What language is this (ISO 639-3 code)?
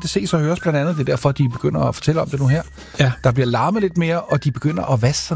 dan